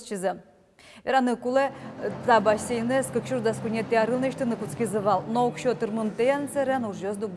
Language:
Udmurt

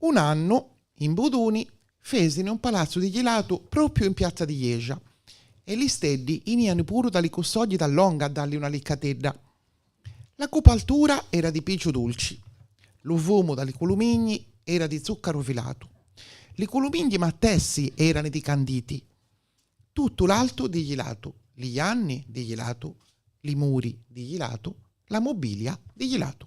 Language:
Gallurese Sardinian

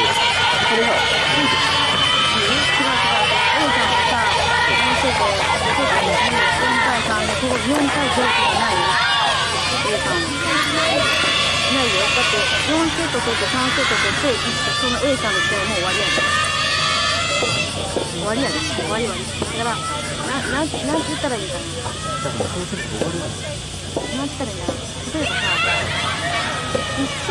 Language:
Japanese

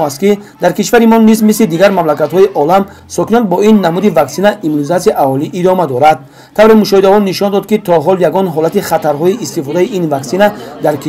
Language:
Tajik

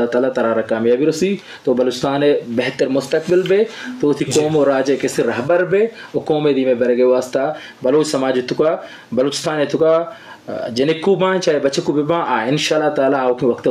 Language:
Eastern Balochi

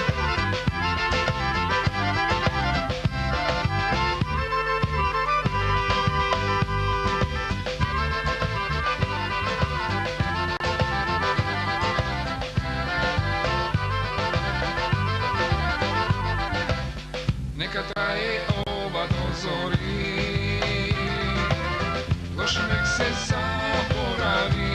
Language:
Macedonian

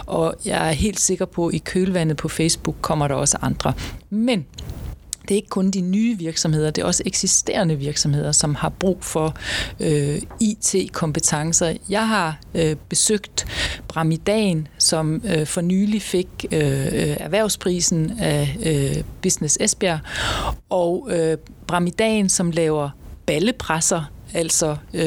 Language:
Danish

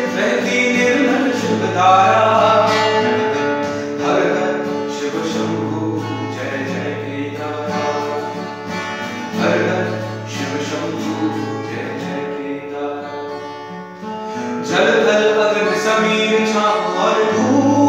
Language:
Hindi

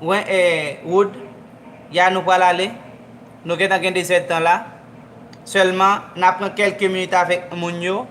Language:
Haitian Creole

